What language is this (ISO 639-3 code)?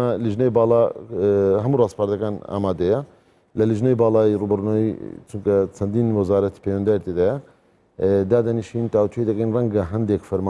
ckb